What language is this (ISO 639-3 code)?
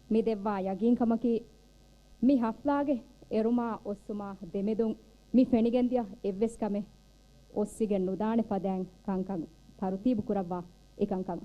div